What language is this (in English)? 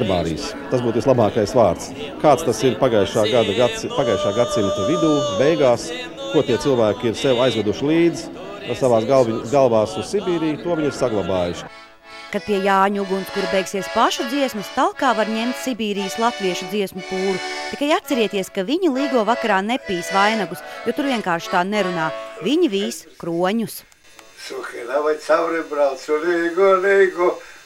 Latvian